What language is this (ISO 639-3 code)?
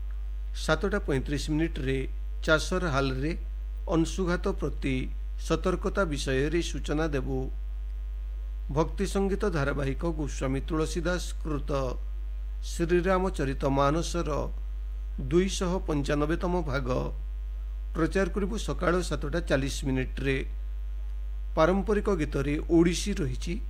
ori